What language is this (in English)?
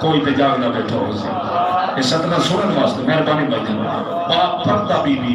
Saraiki